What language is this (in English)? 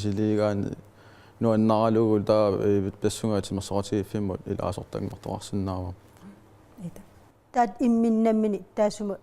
Kalaallisut